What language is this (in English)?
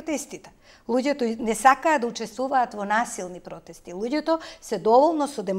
Macedonian